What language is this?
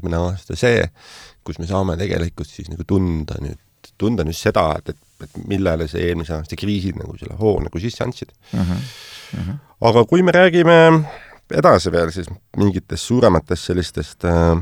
Estonian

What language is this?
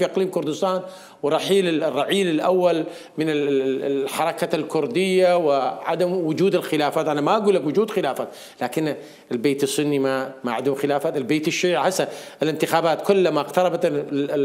Mesopotamian Arabic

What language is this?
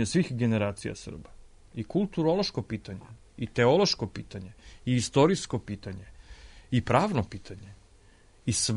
Serbian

